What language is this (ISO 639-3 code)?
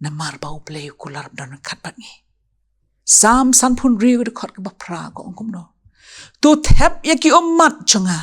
kha